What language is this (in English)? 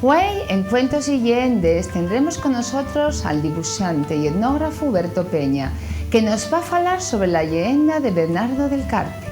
Asturian